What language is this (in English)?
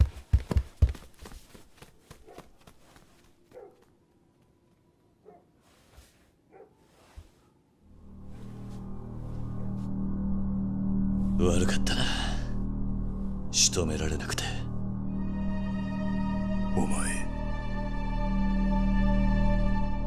Japanese